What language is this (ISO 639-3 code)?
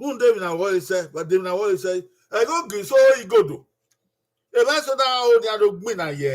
bin